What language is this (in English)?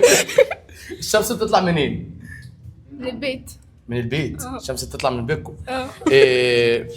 Egyptian Arabic